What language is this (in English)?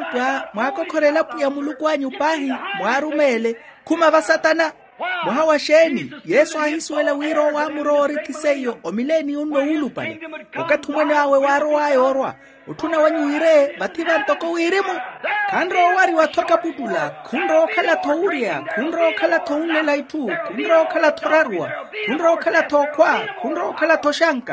Makhuwa